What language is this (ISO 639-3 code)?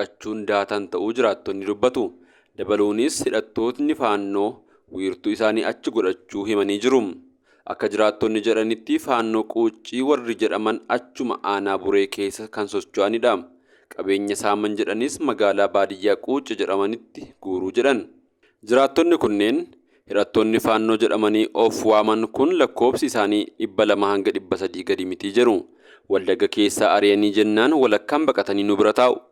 orm